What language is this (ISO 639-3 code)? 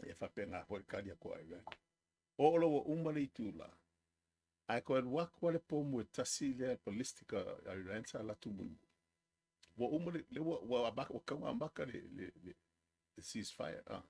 smo